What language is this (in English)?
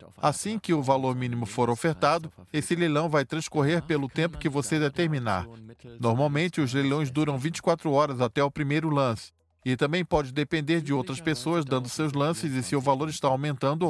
Portuguese